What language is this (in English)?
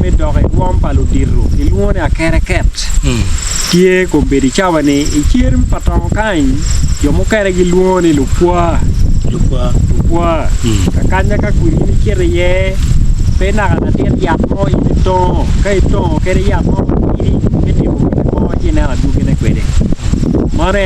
Acoli